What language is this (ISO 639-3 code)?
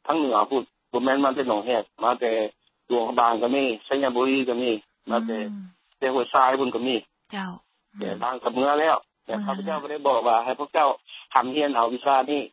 lao